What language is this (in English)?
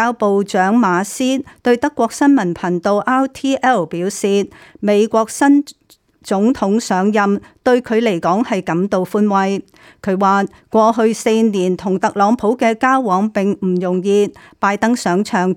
Cantonese